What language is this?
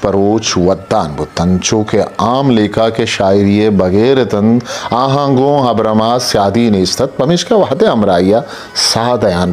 Eastern Balochi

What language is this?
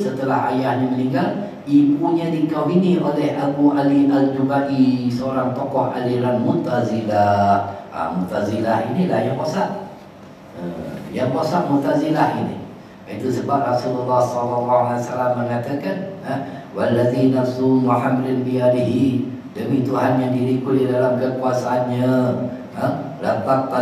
Malay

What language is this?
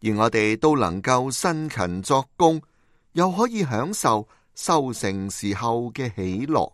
Cantonese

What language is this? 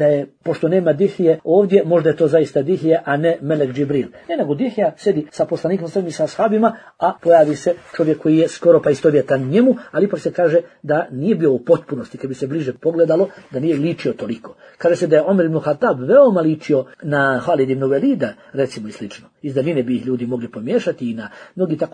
Bosnian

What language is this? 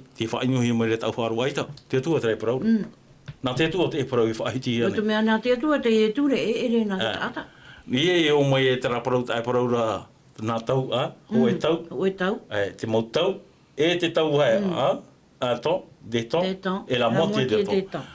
Tahitian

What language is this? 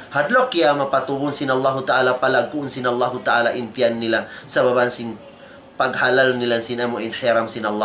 Tausug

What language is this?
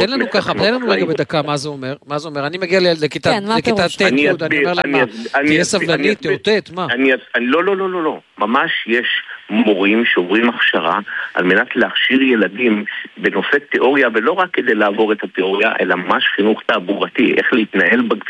Hebrew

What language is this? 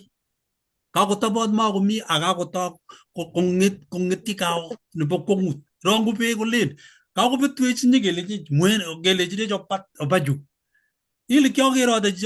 Kalenjin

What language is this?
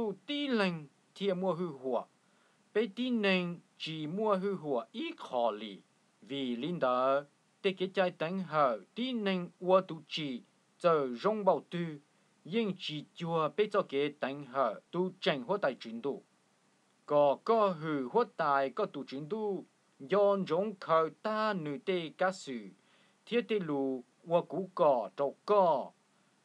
Hmong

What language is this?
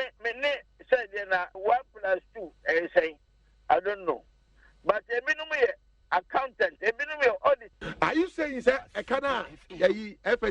Akan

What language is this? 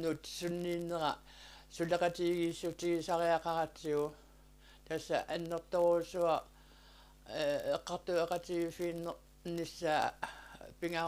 Kalaallisut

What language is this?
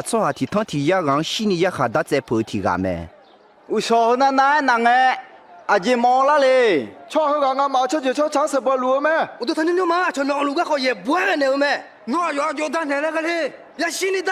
Akha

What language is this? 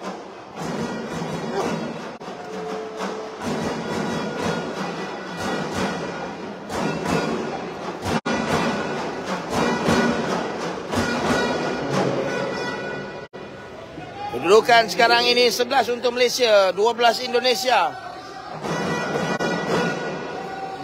Malay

